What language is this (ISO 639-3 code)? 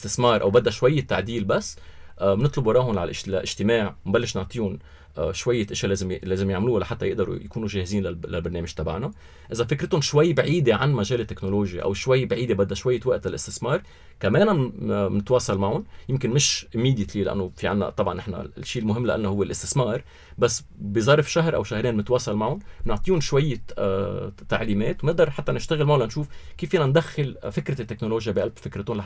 apc